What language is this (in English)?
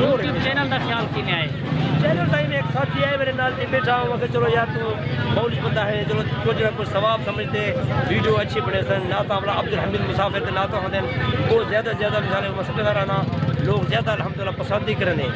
Saraiki